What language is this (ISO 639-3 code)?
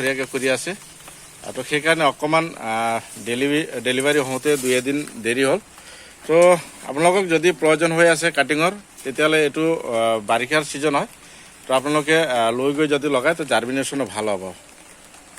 asm